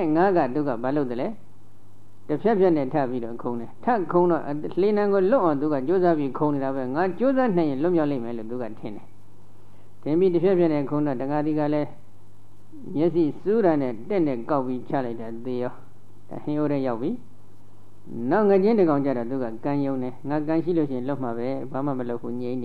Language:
Burmese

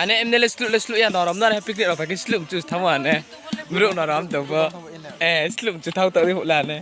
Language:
Riang (India)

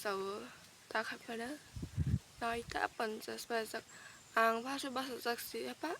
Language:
Kok Borok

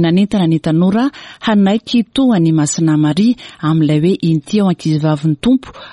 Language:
Malagasy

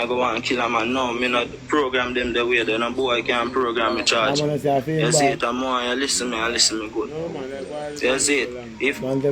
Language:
Jamaican Creole English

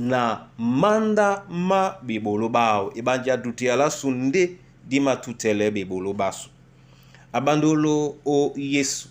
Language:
Duala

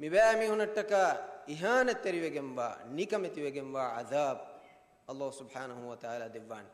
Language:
Divehi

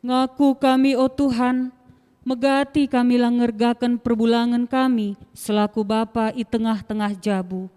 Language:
Batak Karo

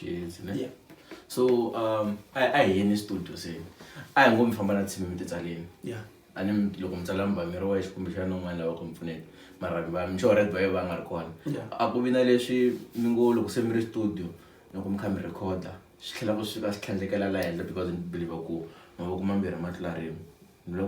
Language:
Tsonga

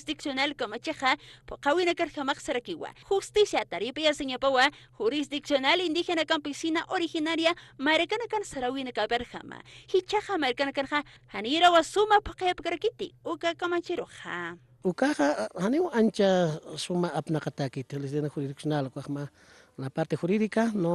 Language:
Aymara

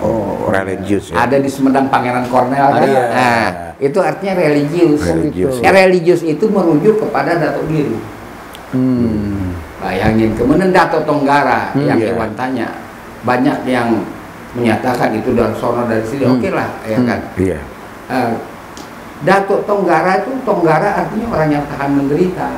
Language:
Betawi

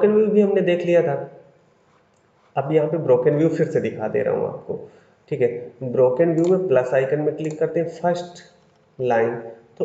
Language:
Hindi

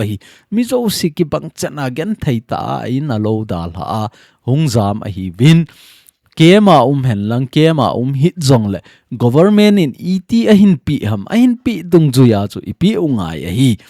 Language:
Thado Chin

